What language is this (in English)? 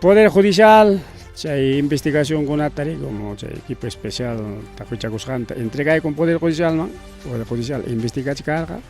Ayacucho Quechua